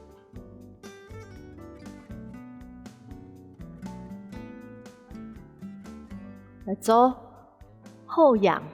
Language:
Hakka Chinese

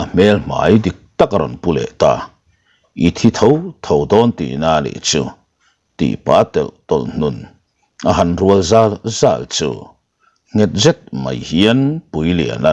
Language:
Mizo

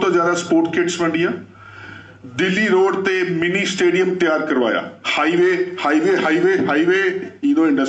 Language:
Punjabi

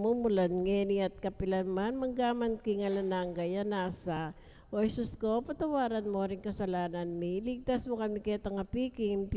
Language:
Pampanga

